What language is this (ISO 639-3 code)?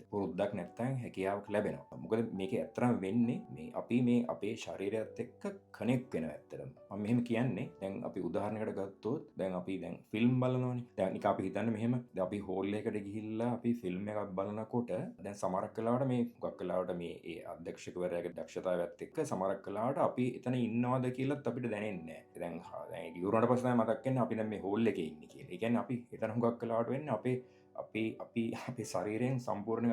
sin